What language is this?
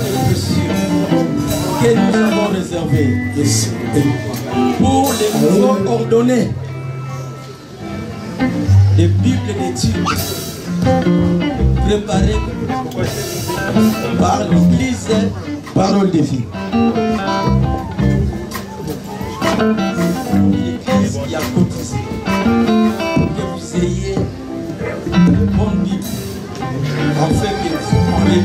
French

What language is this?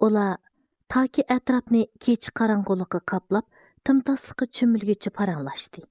Uyghur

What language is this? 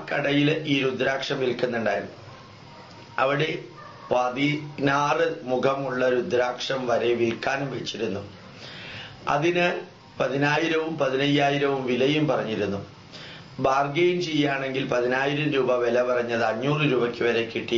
Malayalam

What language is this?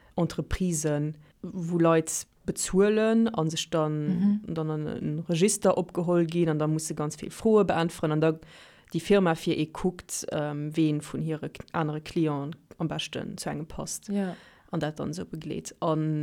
Luxembourgish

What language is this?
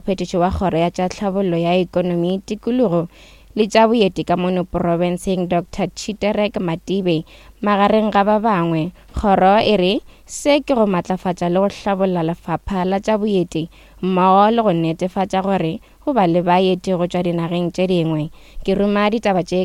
Northern Sotho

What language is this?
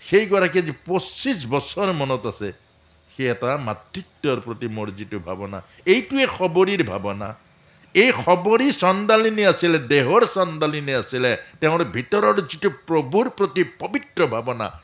Assamese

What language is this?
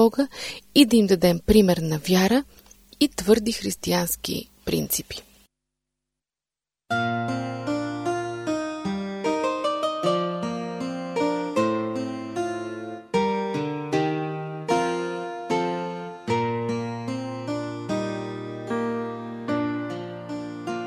Bulgarian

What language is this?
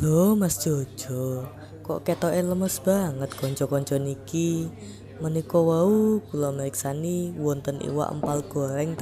Javanese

